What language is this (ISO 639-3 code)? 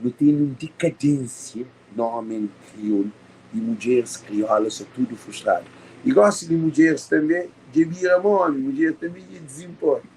kea